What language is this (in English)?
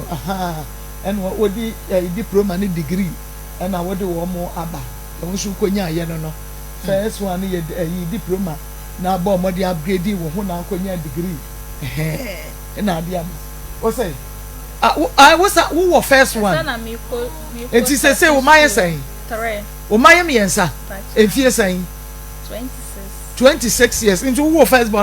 Akan